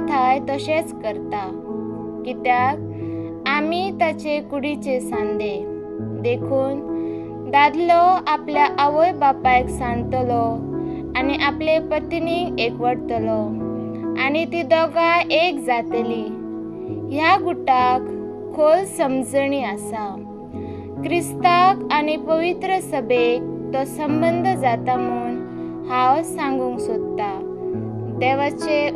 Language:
Konkani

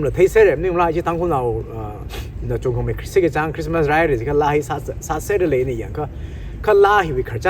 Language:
Tangkhul Naga (India)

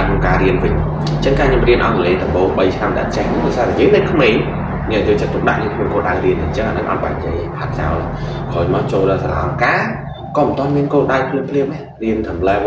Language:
Khmer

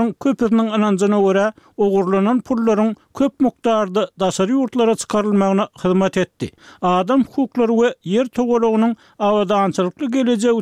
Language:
Turkmen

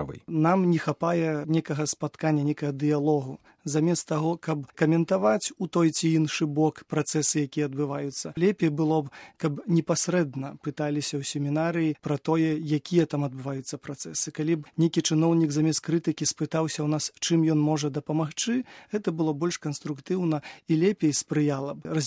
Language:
Belarusian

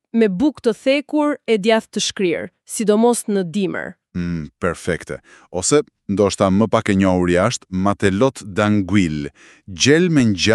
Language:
Albanian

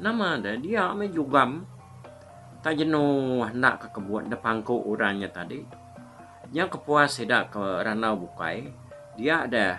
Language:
Iban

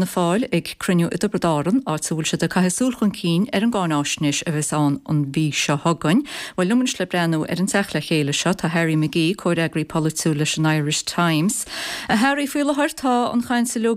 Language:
Irish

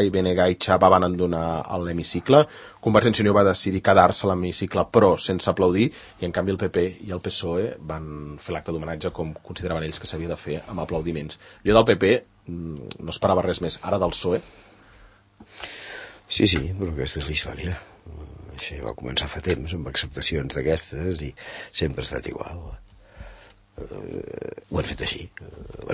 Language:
Catalan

